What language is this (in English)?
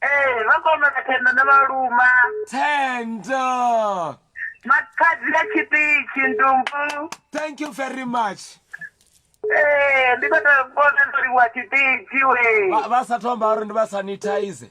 Venda